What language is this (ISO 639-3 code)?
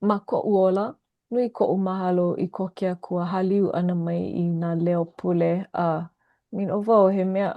haw